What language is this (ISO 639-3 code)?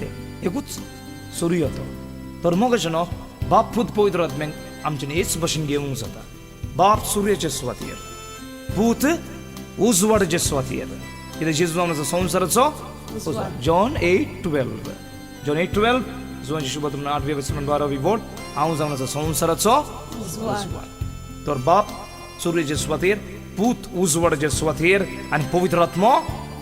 kok